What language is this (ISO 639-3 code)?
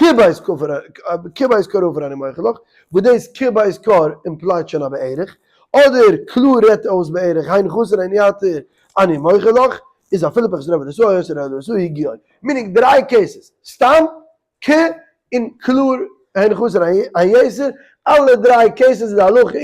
yid